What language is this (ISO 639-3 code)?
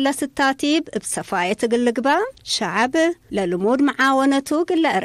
tig